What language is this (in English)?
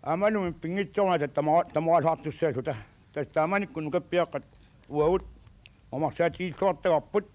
Kalaallisut